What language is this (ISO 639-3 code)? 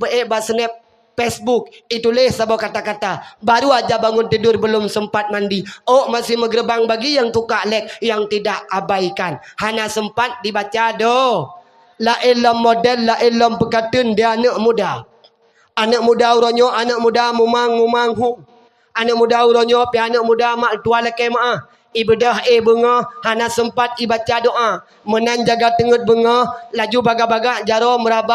ace